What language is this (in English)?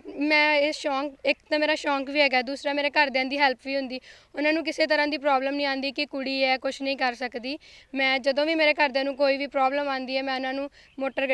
Punjabi